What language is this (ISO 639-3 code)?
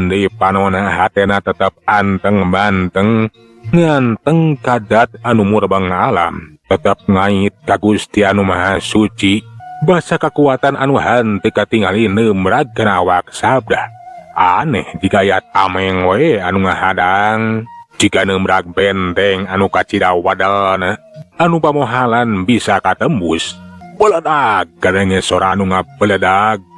sun